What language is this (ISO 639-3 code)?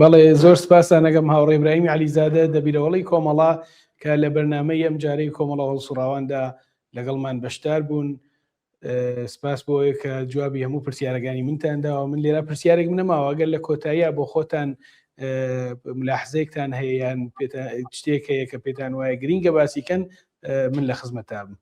ckb